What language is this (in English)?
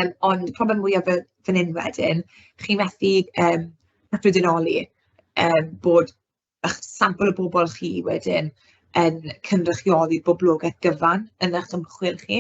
Welsh